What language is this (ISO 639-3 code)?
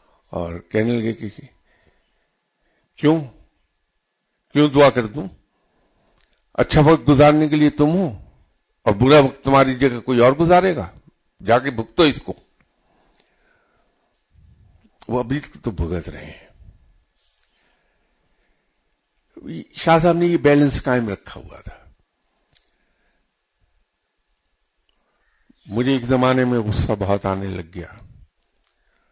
urd